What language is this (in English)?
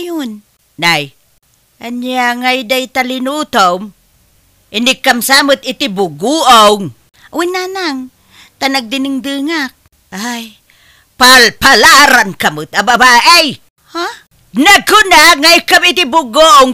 Iloko